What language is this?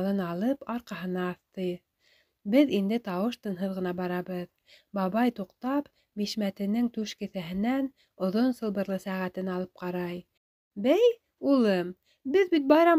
Bashkir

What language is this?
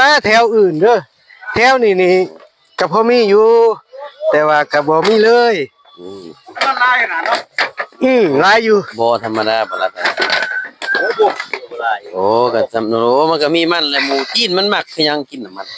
Lao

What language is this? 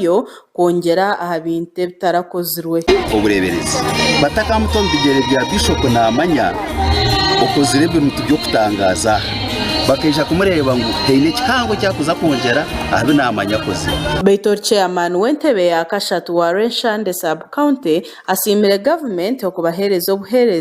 Nyankole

